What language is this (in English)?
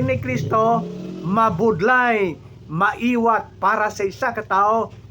Hiligaynon